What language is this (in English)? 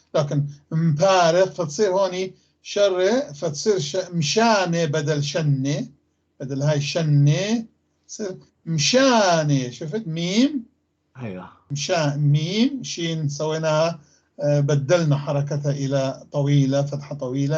North Levantine Arabic